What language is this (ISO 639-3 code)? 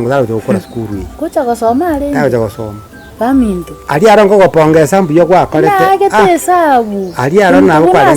guz